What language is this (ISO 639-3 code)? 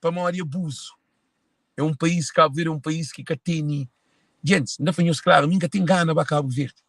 kea